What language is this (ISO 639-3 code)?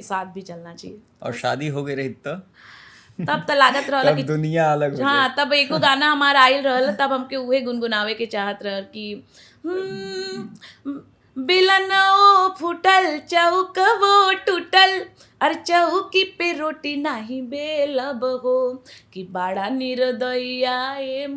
bho